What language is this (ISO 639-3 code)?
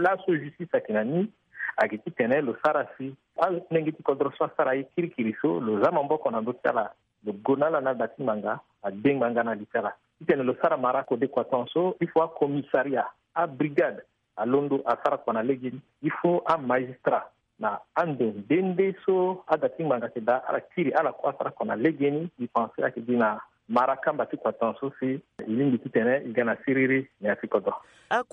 sag